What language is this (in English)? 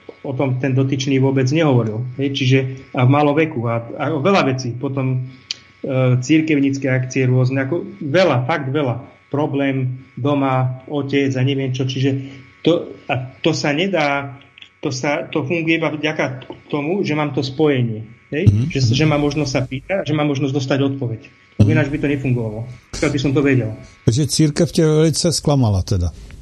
Slovak